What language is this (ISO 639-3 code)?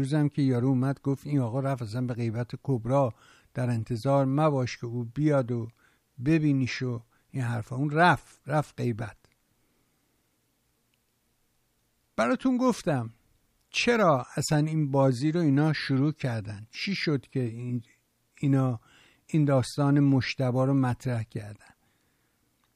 fas